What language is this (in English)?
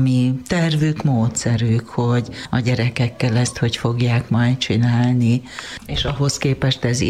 Hungarian